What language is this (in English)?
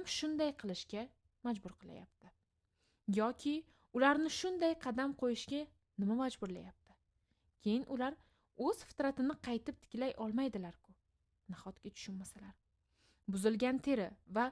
Uzbek